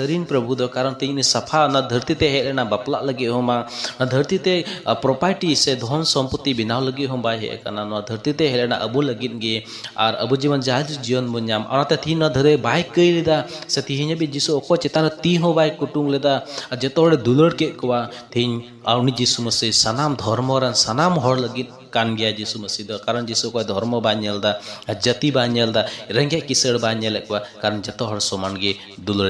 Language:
Santali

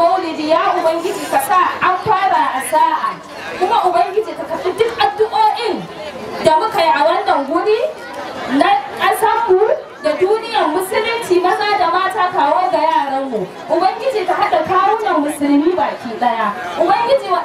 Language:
Hausa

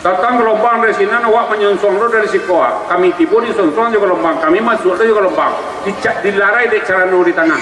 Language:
Minangkabau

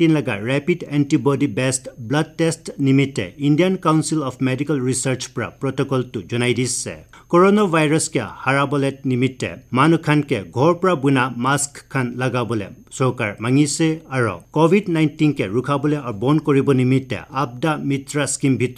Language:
Naga Pidgin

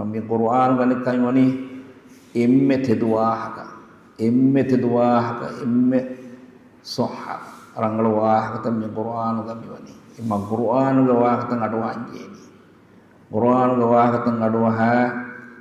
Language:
Divehi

